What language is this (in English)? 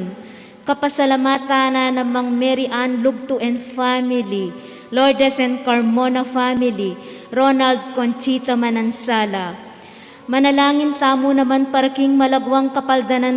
Pampanga